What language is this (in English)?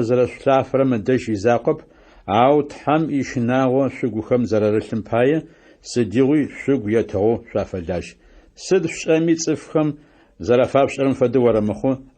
Adyghe